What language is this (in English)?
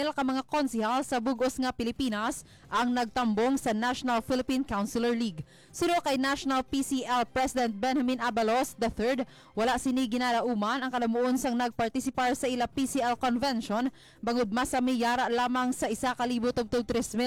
Hiligaynon